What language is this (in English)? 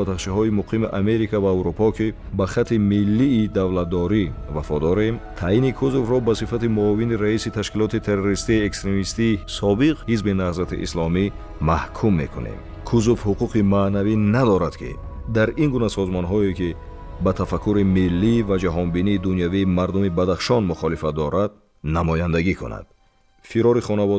Tajik